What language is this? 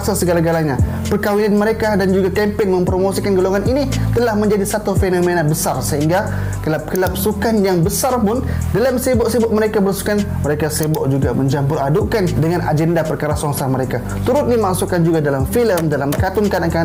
Malay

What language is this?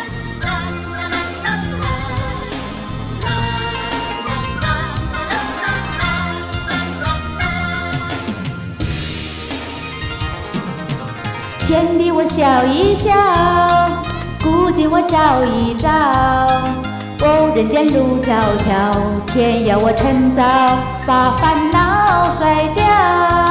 Chinese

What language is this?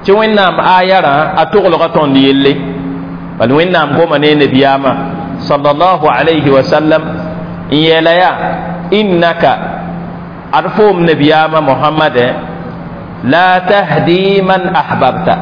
Mossi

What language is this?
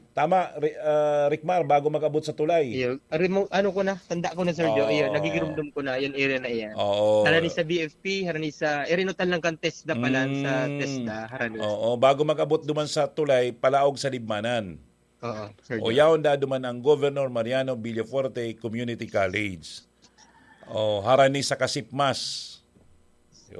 Bikol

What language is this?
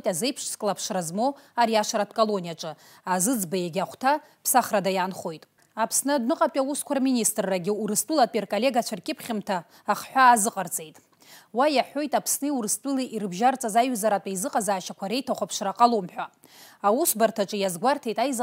Abkhazian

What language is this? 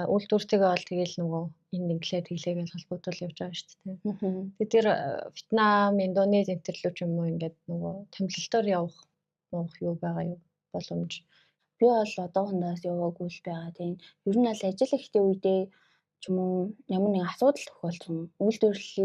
Mongolian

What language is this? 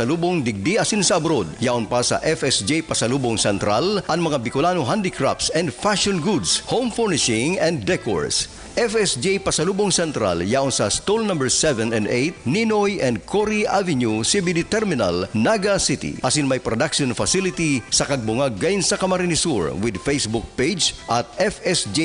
Bikol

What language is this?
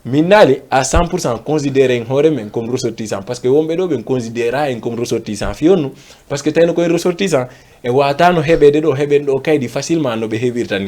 Fula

